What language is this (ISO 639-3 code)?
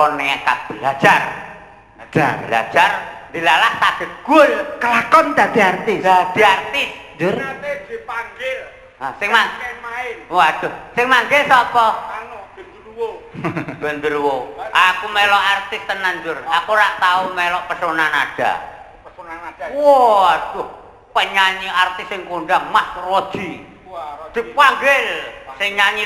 jav